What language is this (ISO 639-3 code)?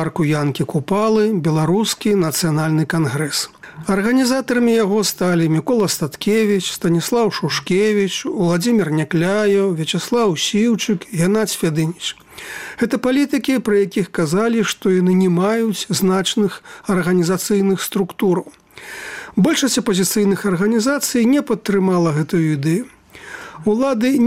bel